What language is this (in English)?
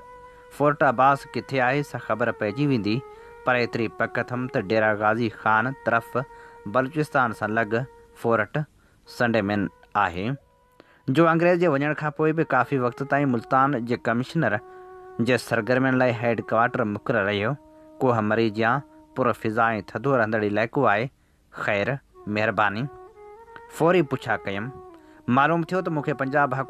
Sindhi